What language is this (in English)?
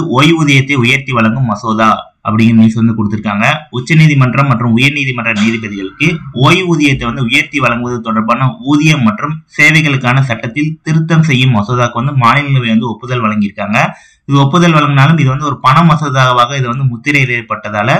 Tamil